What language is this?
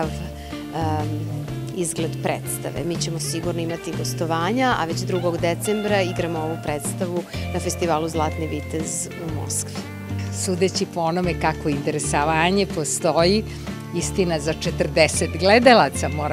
Serbian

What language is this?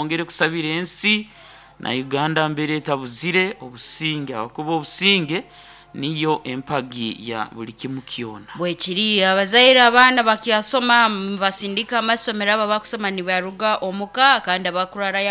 Nyoro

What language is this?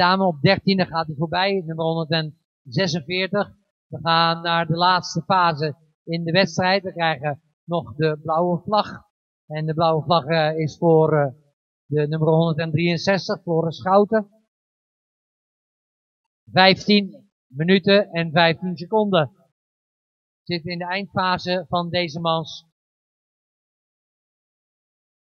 Dutch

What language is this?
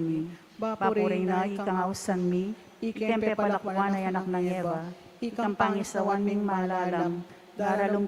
Pampanga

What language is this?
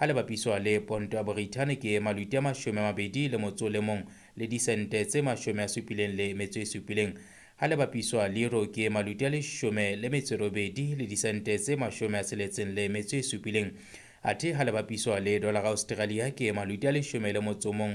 Southern Sotho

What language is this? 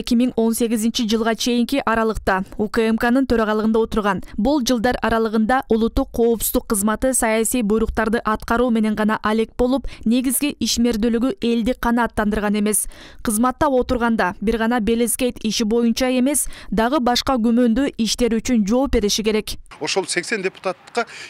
Kyrgyz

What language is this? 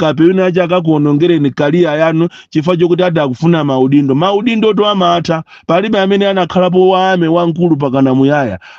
Nyanja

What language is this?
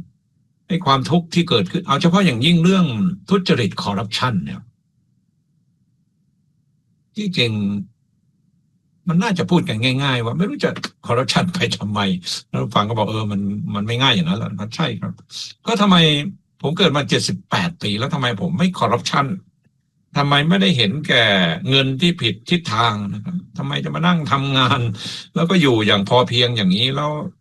Thai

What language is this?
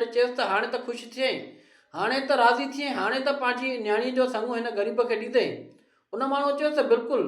Sindhi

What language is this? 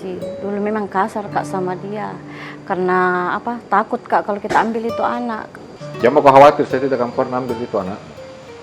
Makassar Malay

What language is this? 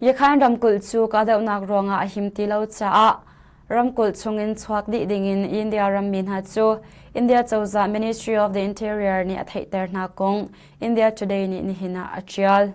Hakha Chin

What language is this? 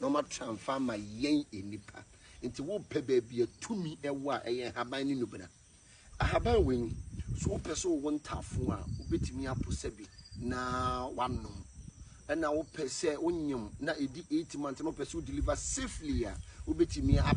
Akan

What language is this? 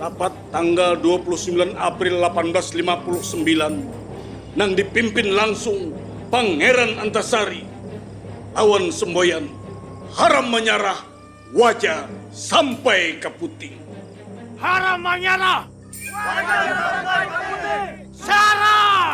Banjar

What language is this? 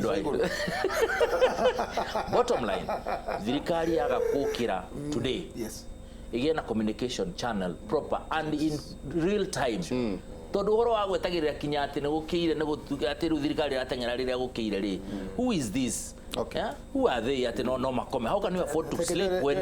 Kikuyu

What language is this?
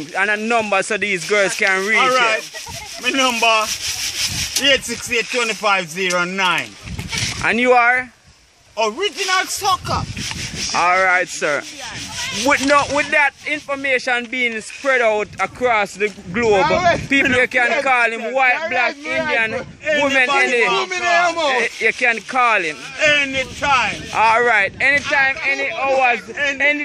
Jamaican Creole English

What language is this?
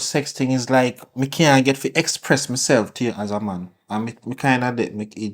Jamaican Creole English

